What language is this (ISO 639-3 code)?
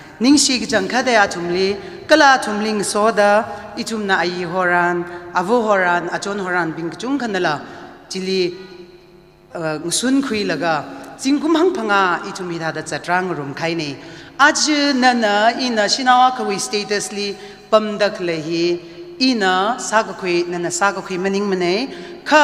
nmf